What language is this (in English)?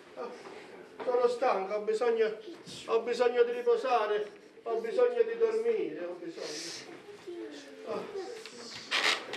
Italian